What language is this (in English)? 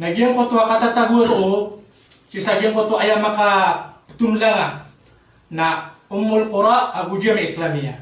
Maranao